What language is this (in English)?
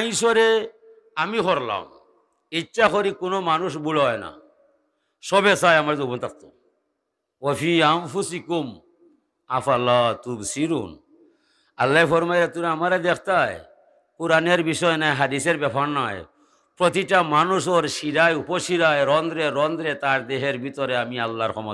Sylheti